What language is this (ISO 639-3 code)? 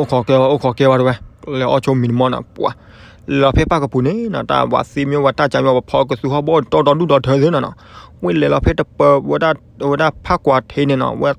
ksw